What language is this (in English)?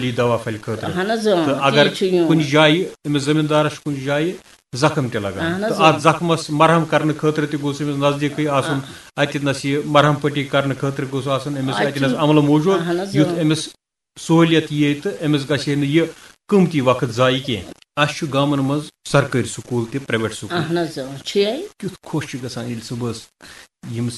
Kashmiri